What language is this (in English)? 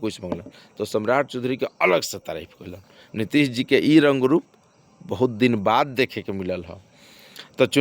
Bhojpuri